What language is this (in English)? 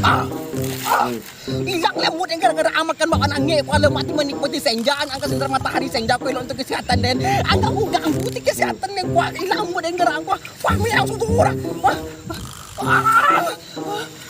Minangkabau